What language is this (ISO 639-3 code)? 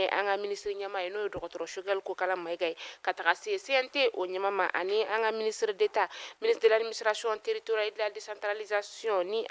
bam